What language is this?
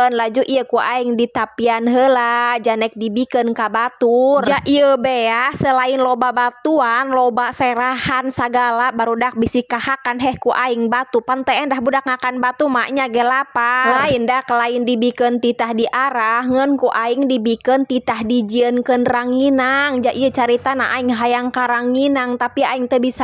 Sundanese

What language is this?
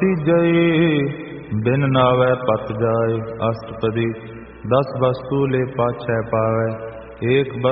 Punjabi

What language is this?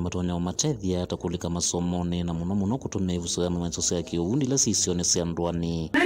Kamba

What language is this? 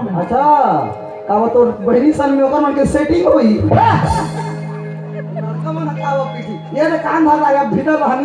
Chhattisgarhi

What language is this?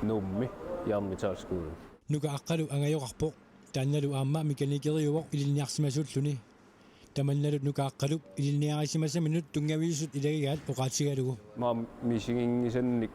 Kalaallisut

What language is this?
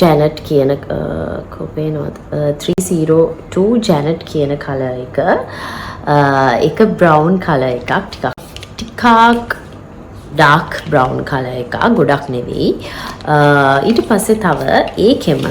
Sinhala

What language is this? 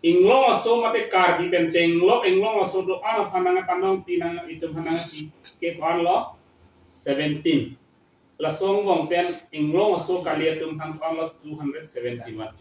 Karbi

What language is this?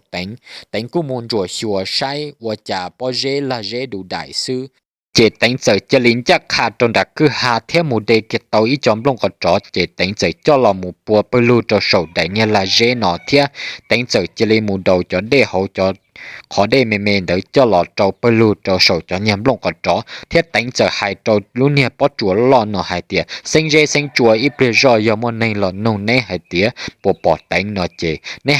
Hmong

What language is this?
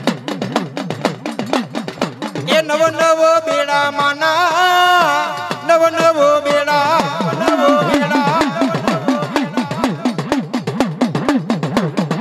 Gujarati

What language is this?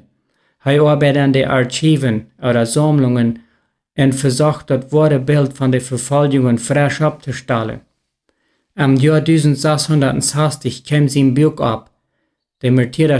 Plautdietsch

